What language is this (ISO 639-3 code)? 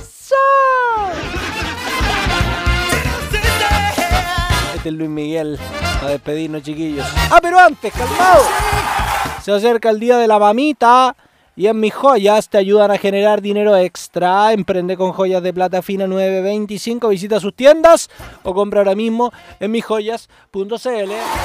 spa